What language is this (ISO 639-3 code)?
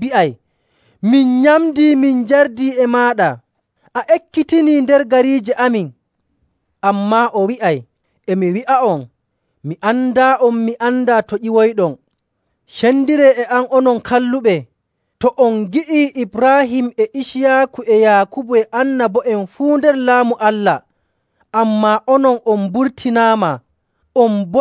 fuv